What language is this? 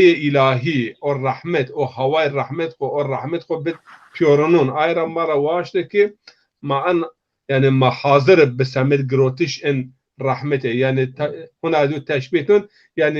Zaza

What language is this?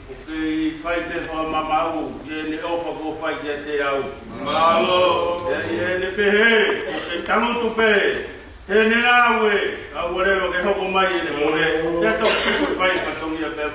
Tongan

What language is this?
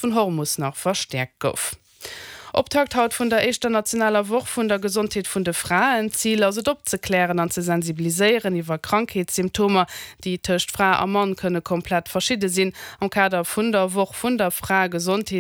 Luxembourgish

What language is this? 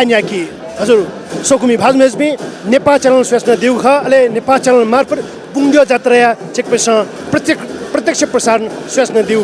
Newari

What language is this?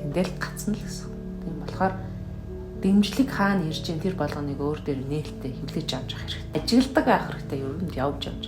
Mongolian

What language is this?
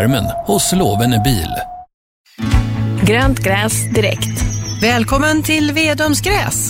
Swedish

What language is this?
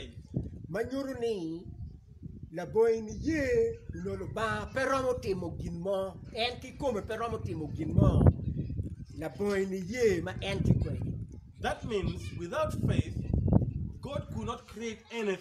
Acoli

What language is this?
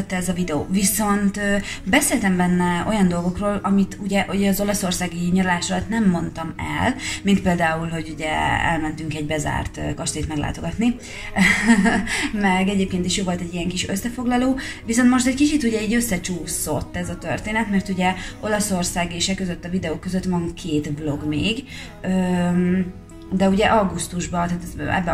Hungarian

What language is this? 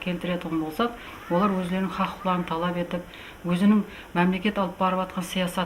Kara-Kalpak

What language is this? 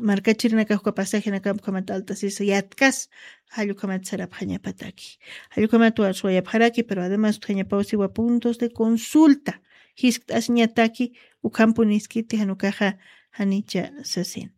Aymara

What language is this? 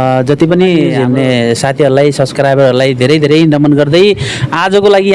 Nepali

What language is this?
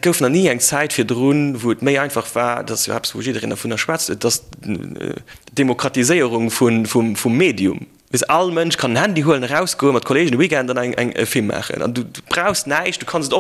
Luxembourgish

